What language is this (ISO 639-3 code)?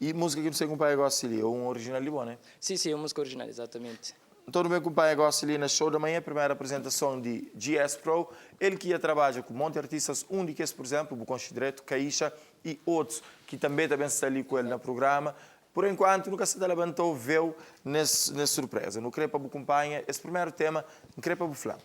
kea